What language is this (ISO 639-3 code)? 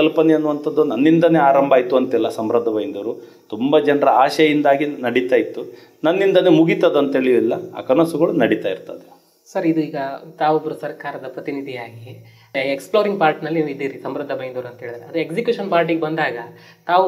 kan